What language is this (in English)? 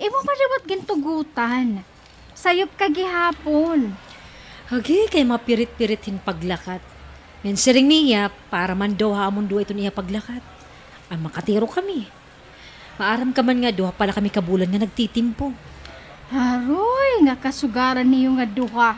Waray